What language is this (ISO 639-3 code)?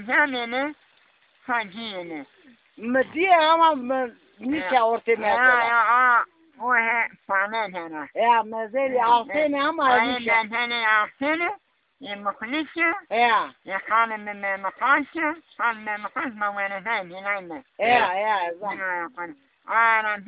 zza